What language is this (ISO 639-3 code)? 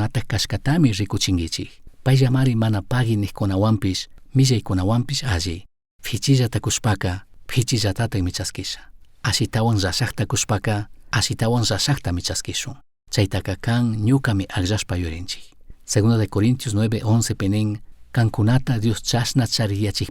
qug